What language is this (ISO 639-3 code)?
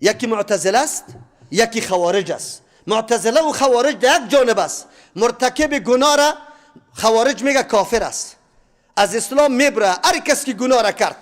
fas